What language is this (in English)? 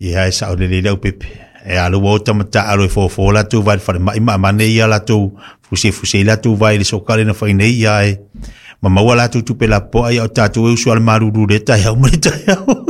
Samoan